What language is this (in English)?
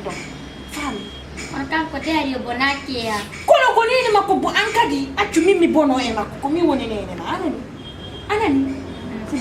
Fula